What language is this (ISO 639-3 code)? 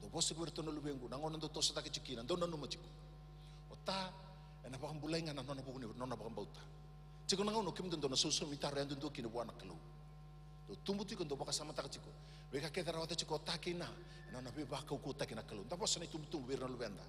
fij